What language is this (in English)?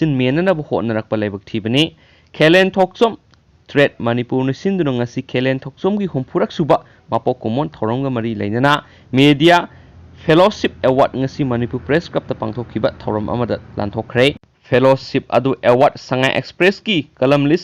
Manipuri